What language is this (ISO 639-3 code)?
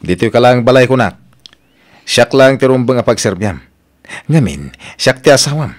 ilo